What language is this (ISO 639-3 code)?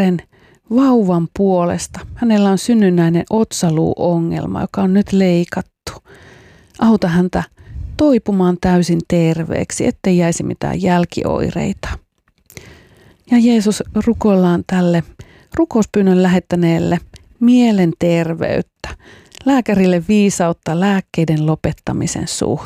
fin